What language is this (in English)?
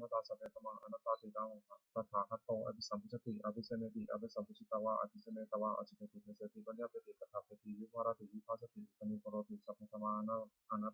Pali